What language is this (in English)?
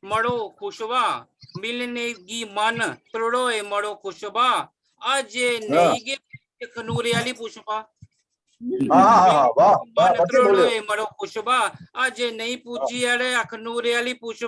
Dogri